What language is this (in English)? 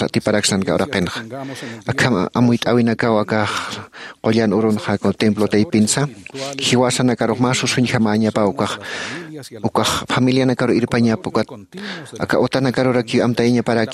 Aymara